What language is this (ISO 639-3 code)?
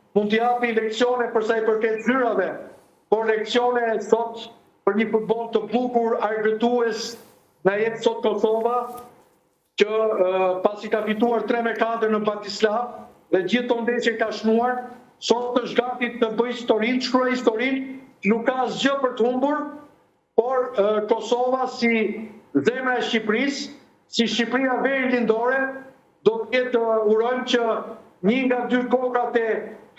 sqi